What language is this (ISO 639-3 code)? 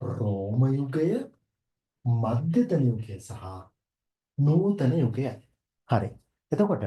sin